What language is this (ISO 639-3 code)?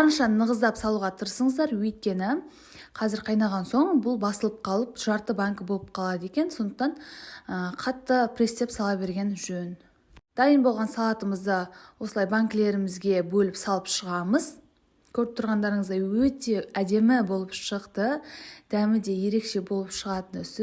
kaz